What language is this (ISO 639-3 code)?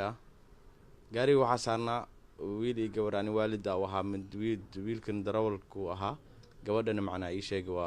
som